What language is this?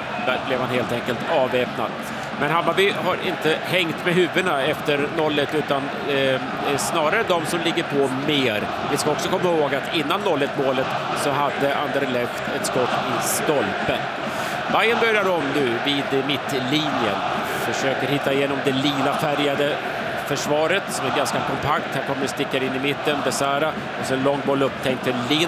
Swedish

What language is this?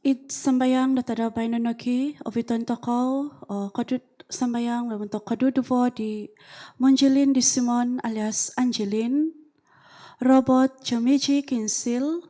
Central Dusun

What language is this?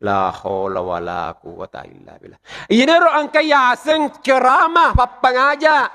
Buginese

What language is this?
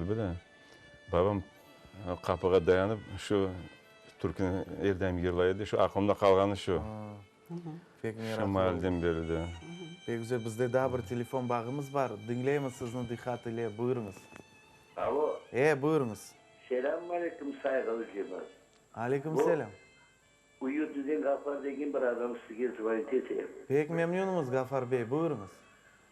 Crimean Tatar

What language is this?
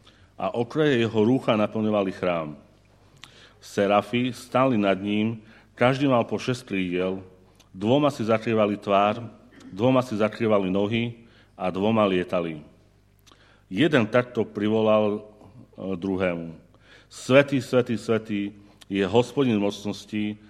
Slovak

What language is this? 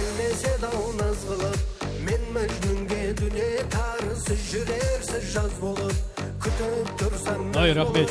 Kara-Kalpak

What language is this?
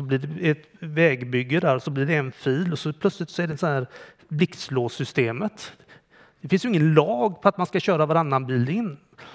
Swedish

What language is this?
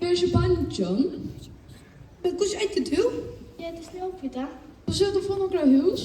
Faroese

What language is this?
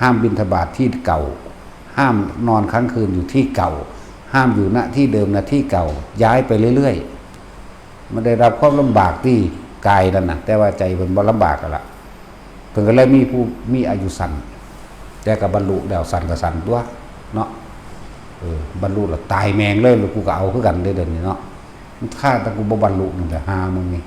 Northeastern Thai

